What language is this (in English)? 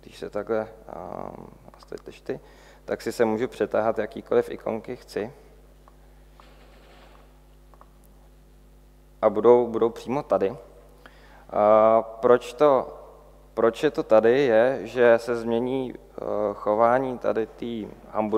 Czech